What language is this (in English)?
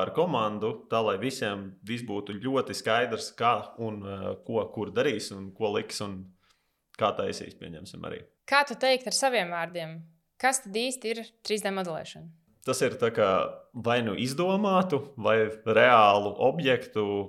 Latvian